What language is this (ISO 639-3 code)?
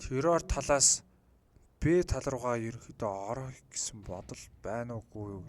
mon